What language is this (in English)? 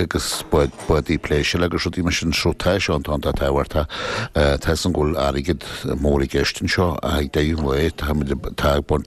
Irish